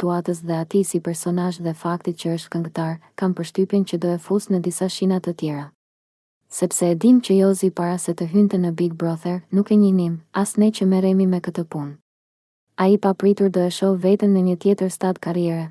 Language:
Albanian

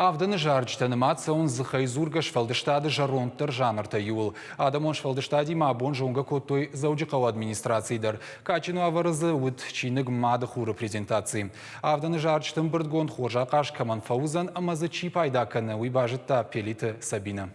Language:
Ossetic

